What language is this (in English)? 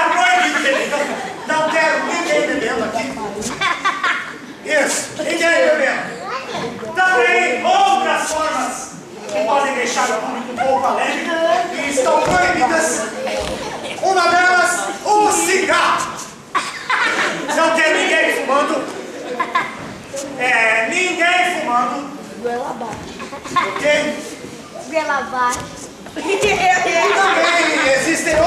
Portuguese